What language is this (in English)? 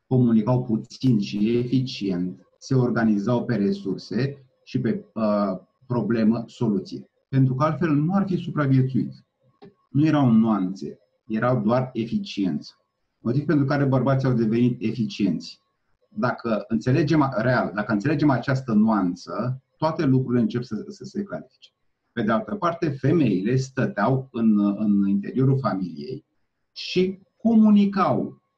Romanian